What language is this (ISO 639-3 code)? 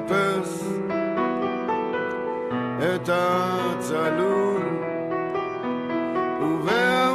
heb